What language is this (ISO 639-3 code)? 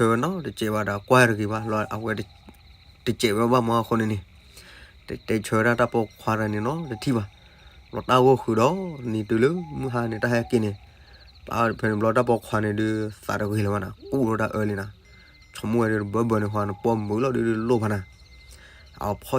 ksw